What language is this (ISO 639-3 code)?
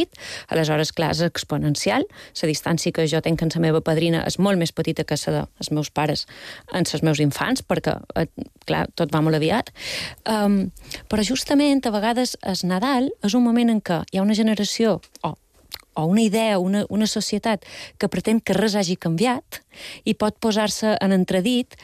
cat